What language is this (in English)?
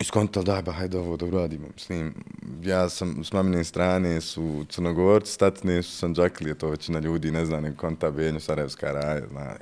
Bosnian